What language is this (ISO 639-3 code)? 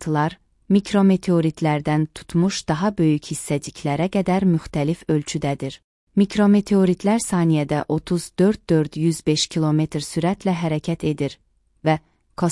aze